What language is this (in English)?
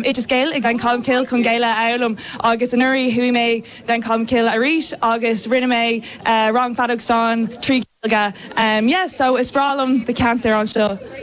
Irish